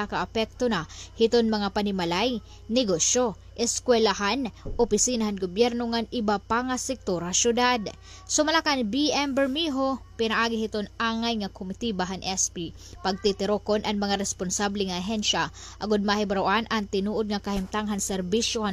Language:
Waray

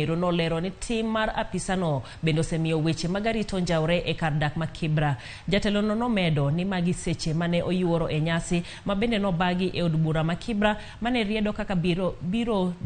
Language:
Luo (Kenya and Tanzania)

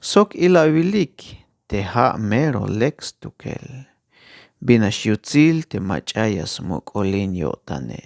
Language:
Tzeltal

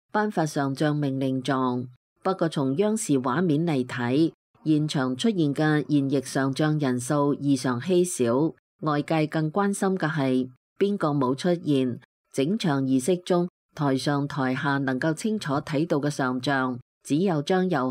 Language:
Cantonese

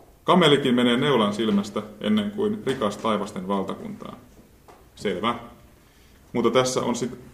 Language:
Finnish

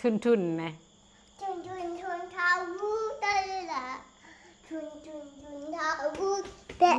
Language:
Northeastern Thai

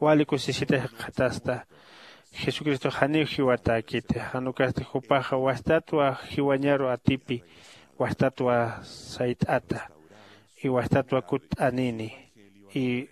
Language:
Aymara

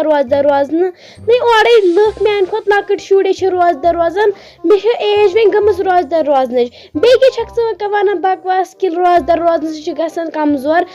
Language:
Kashmiri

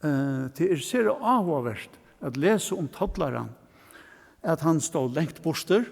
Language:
Faroese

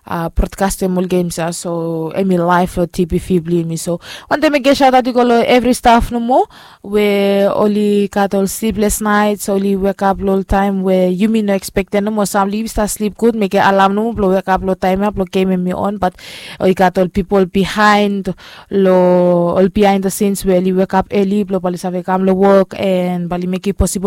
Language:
Bislama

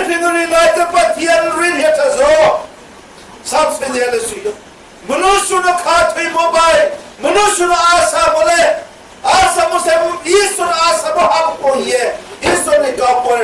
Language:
Riang (India)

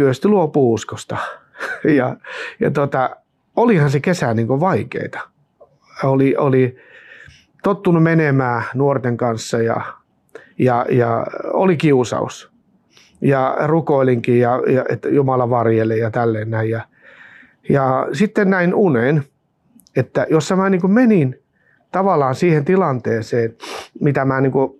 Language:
Finnish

